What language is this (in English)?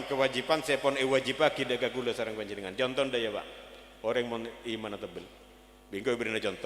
Madurese